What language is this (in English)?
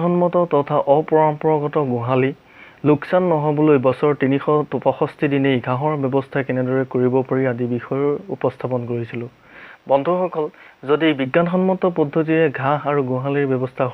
Assamese